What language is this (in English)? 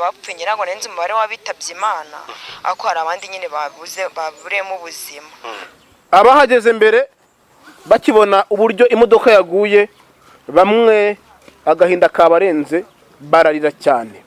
Kinyarwanda